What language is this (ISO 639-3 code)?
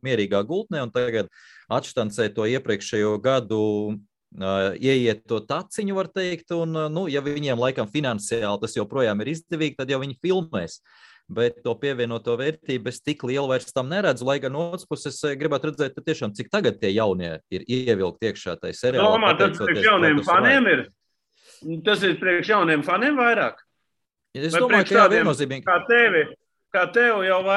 lav